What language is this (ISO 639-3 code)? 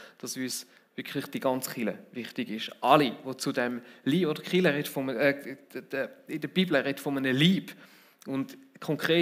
gsw